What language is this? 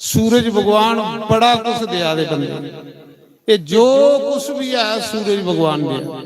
Dogri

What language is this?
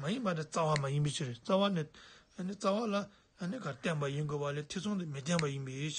Tibetan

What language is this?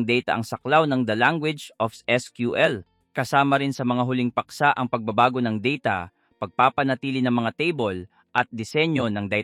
Filipino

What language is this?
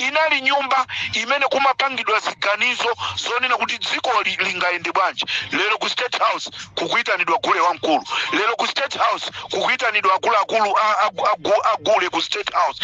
Nyanja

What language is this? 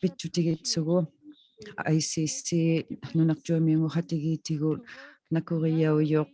Inuktitut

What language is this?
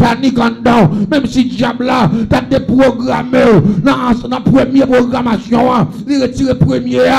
French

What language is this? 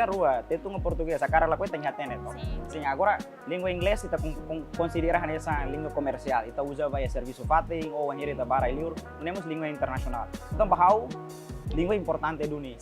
Tetum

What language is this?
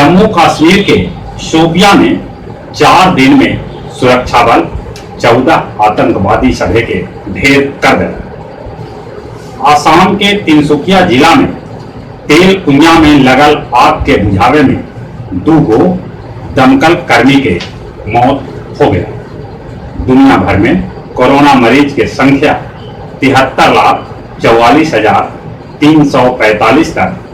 Magahi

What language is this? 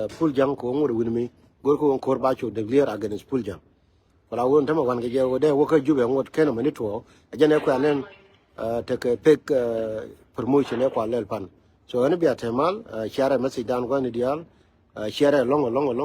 Nuer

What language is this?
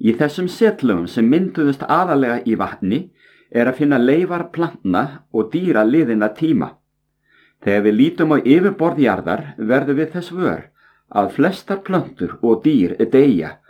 Icelandic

